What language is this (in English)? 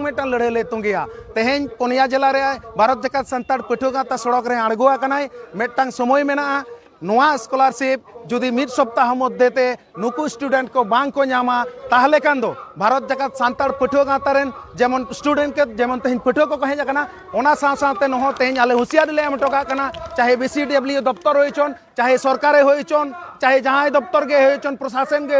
Santali